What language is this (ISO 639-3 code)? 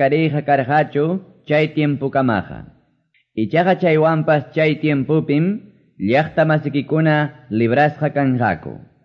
que